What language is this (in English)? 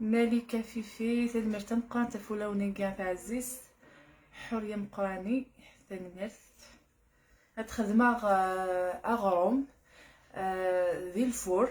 Kabyle